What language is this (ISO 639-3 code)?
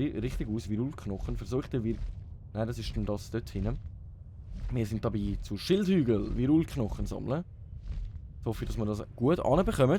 gsw